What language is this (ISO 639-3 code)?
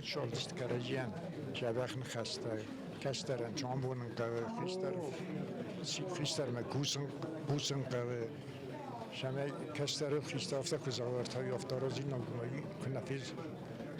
oss